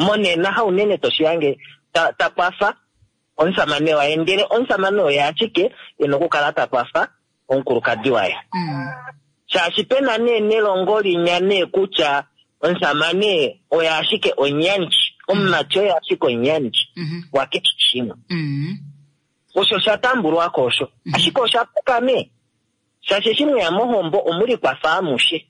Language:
Kuanyama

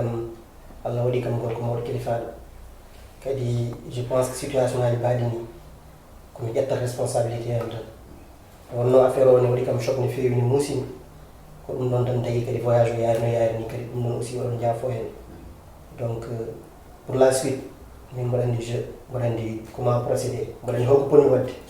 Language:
Fula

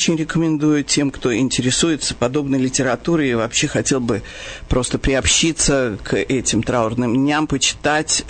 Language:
Russian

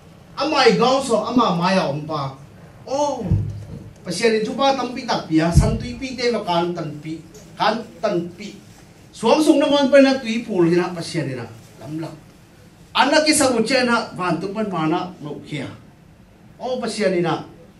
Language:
Tedim Chin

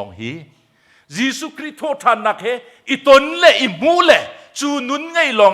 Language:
Hakha Chin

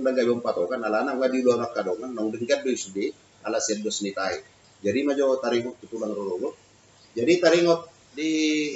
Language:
Batak Toba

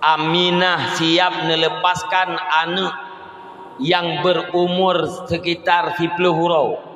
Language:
Achinese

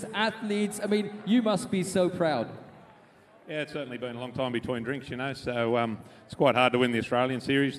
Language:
English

